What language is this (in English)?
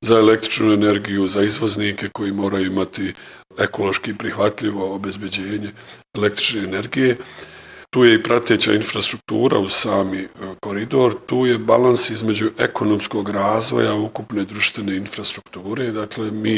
Bosnian